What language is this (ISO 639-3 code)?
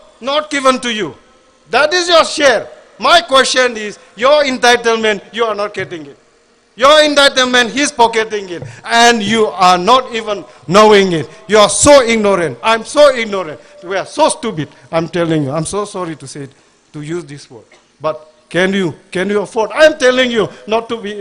nmf